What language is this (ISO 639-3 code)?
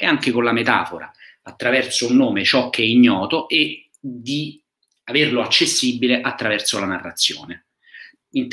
ita